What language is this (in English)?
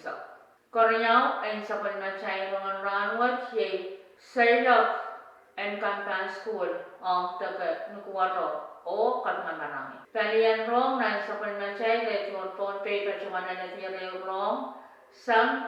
Pohnpeian